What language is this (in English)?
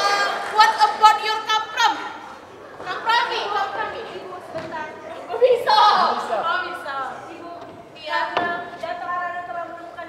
Musi